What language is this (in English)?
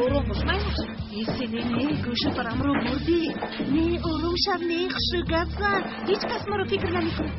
Tajik